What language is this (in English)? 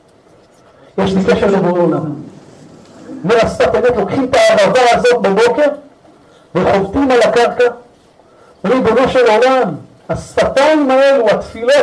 Hebrew